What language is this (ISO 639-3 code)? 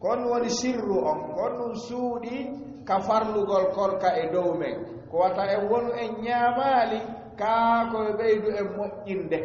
ful